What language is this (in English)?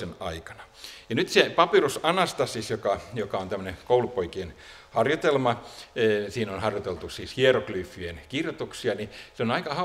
Finnish